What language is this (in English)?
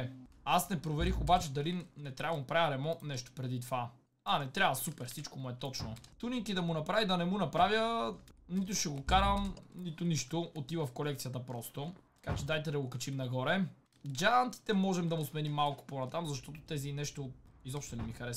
Bulgarian